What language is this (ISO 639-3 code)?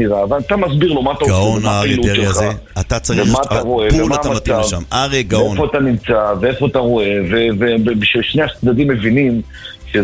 heb